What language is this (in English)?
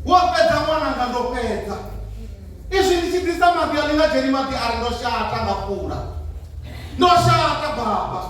Venda